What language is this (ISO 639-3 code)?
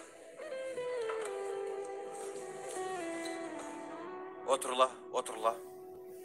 kir